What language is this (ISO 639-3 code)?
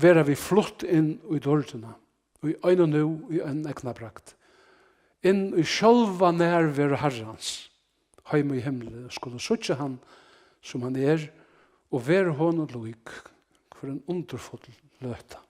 fao